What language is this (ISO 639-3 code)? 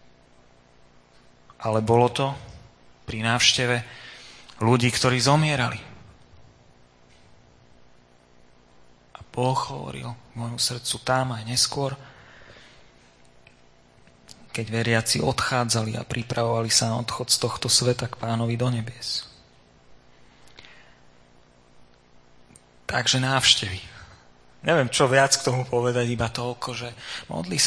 slk